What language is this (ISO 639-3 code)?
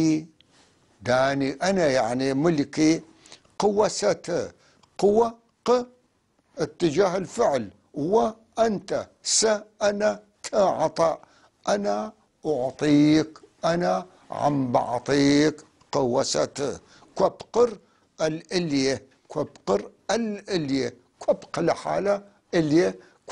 apc